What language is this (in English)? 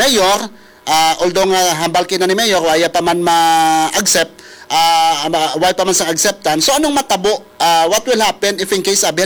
Hiligaynon